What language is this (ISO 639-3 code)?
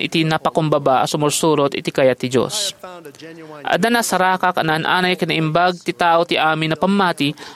ilo